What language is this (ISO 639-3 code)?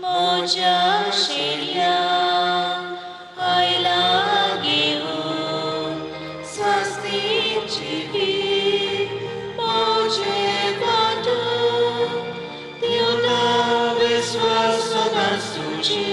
kok